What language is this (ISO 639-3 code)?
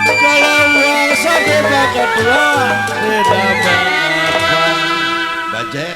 bew